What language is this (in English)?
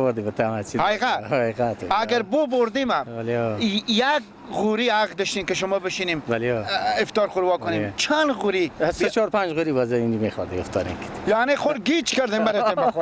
Persian